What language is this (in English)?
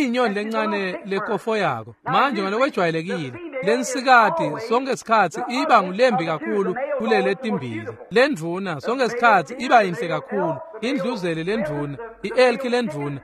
Swati